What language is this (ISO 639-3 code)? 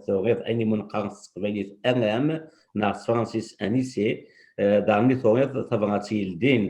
kab